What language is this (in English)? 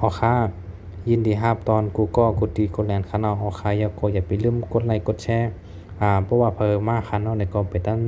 Shan